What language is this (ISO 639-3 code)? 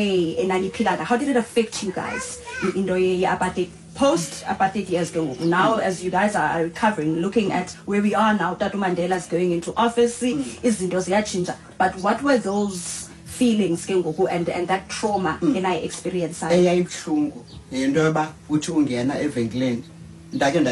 xho